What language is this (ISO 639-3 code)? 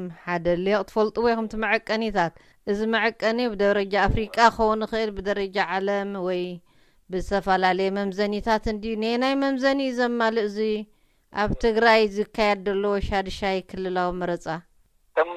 tir